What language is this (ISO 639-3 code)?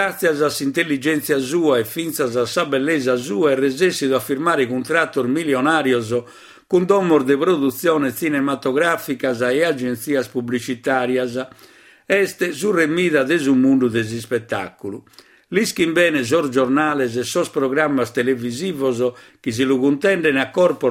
srd